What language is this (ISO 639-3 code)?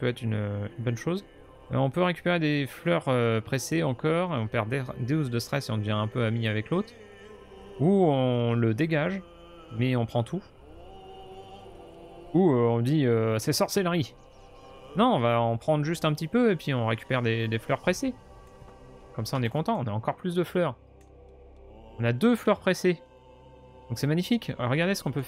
fra